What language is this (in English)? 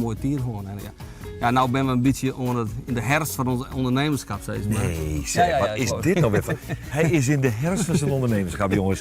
Western Frisian